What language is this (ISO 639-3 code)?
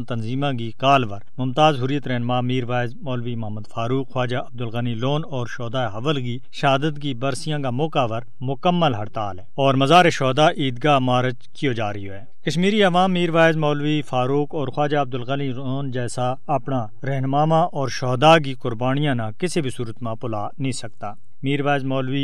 gju